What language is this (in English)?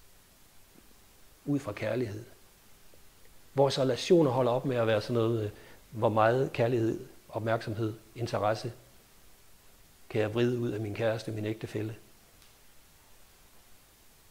Danish